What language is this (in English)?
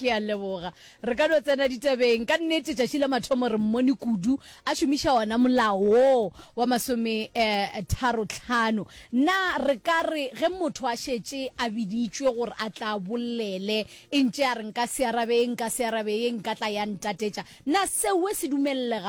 Northern Sotho